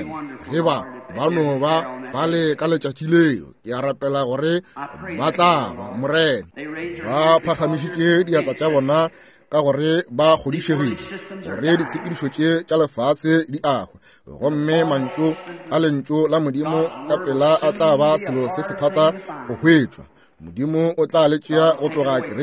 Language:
Northern Sotho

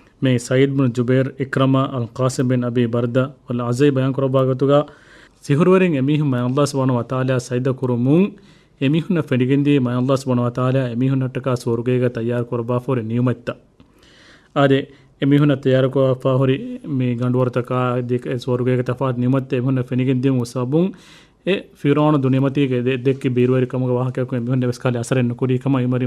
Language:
Divehi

